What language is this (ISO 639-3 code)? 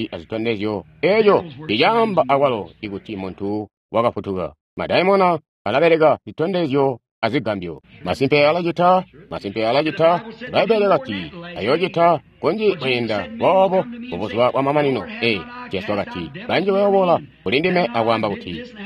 toi